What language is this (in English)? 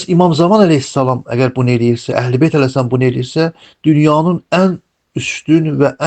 Azerbaijani